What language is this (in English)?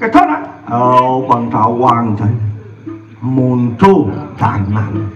Balinese